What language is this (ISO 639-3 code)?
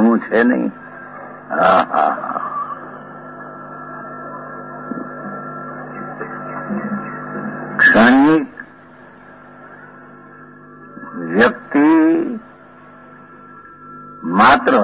guj